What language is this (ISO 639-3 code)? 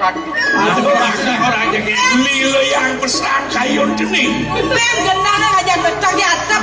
ban